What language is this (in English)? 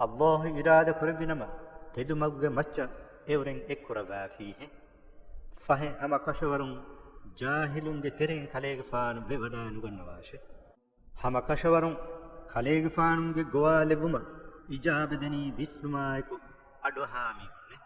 Divehi